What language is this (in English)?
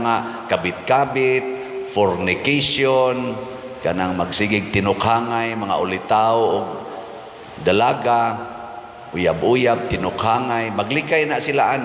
Cebuano